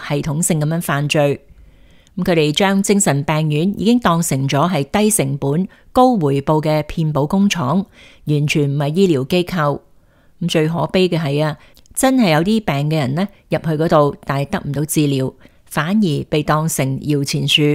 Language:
Cantonese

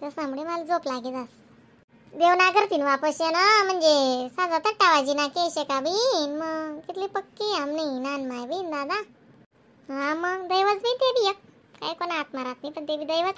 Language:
Khandesi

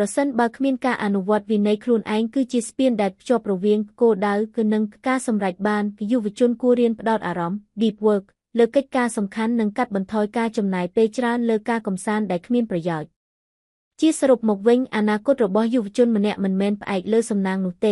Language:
Khmer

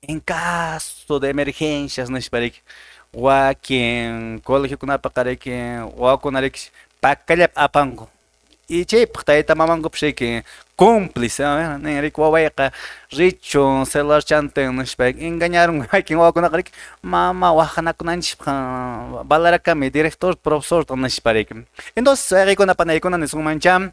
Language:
Quechua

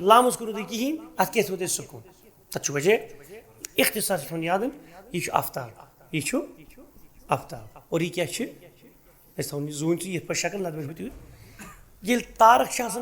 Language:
Kashmiri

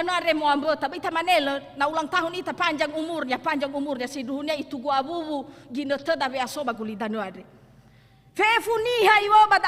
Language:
Nias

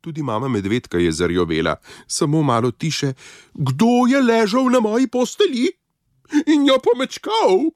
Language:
Slovenian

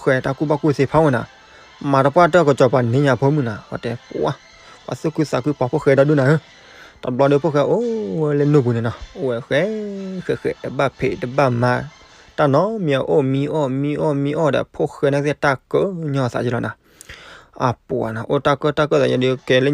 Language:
S'gaw Karen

